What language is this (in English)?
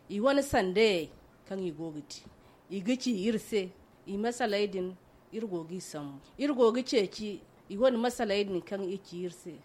Zarma